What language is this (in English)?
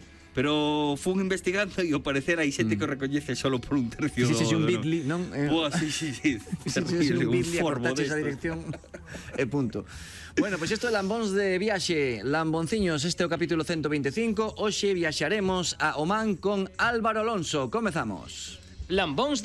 Galician